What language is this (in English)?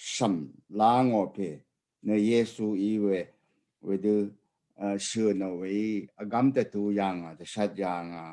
Rawang